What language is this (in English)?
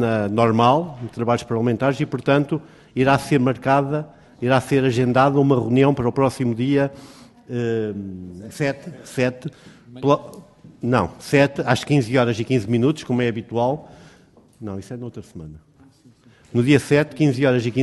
Portuguese